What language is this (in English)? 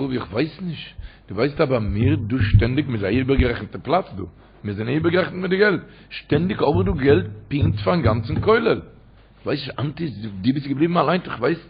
Yiddish